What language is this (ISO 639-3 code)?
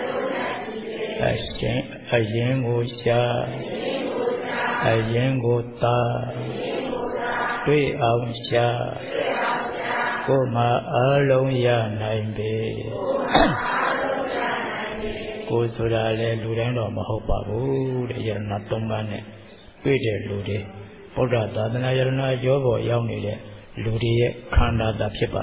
mya